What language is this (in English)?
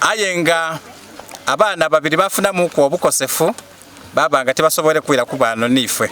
Soga